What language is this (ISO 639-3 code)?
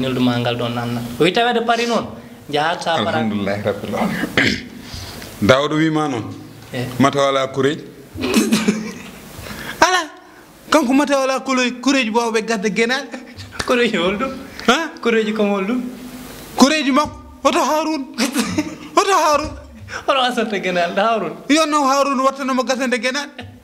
ful